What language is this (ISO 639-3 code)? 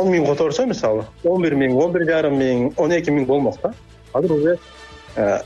kir